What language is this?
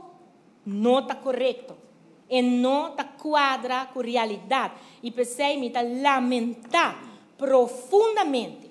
Papiamento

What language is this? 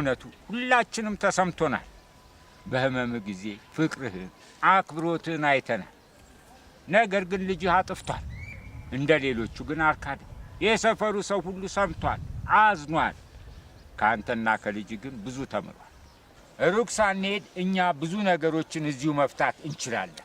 Amharic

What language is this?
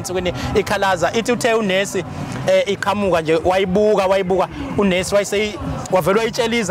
Zulu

